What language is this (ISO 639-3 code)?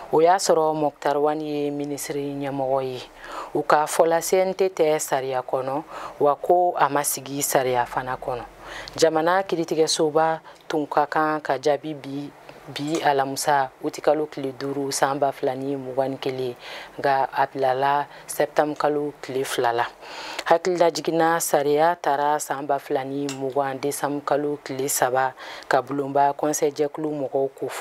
bam